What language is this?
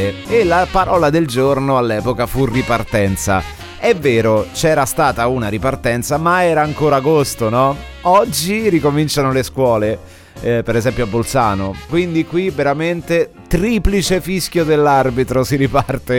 Italian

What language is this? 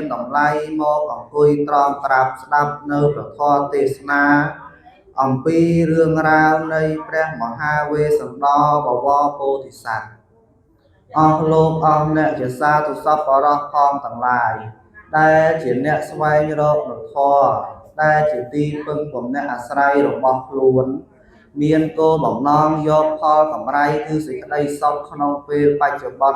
Khmer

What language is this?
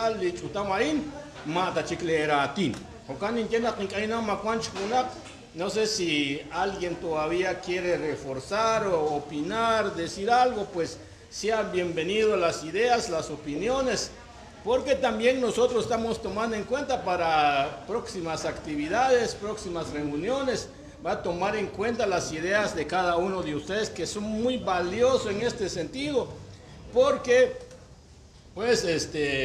Kekchí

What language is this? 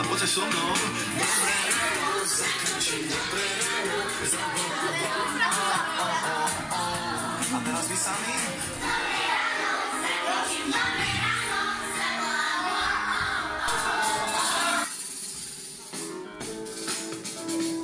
Slovak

